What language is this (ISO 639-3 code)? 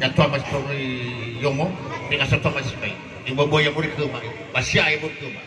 nia